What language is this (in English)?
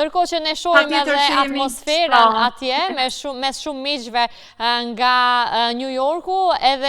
Albanian